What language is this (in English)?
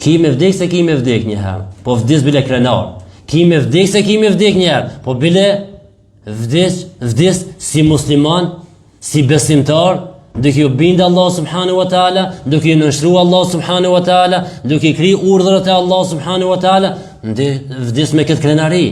Albanian